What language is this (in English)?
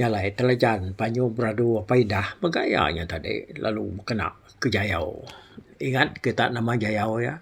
Iban